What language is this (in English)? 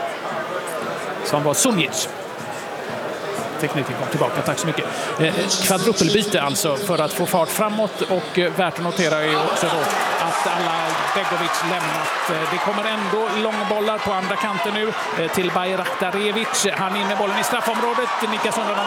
Swedish